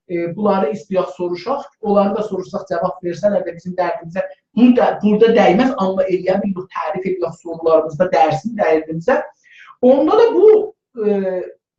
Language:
South Azerbaijani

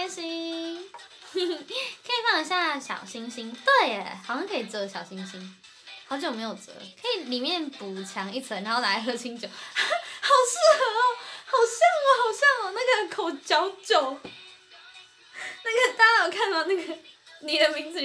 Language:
Chinese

